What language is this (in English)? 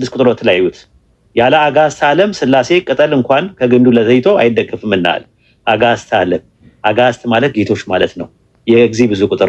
Amharic